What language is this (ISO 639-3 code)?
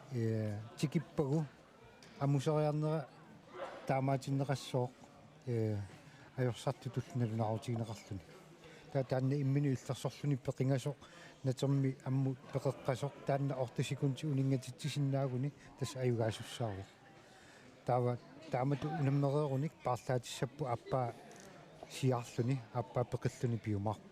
kal